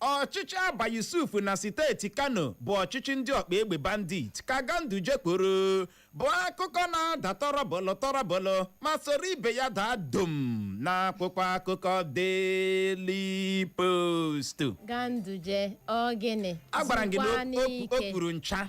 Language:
Igbo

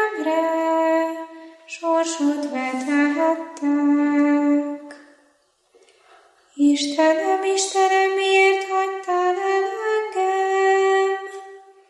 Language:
Hungarian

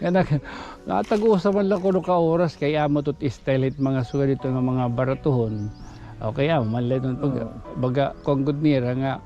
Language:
Waray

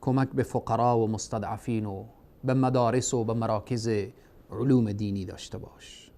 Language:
Persian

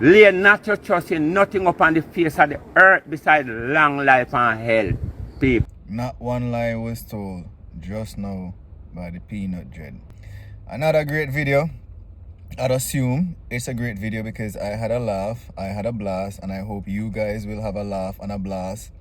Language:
Jamaican Creole English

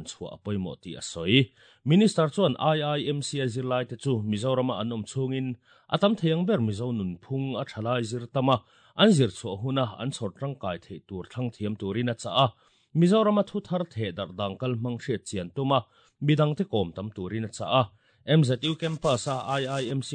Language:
Mizo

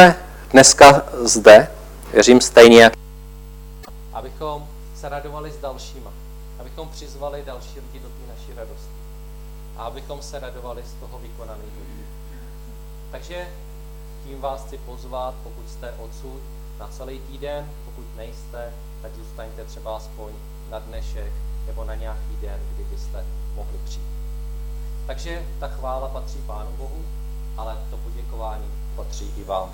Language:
Czech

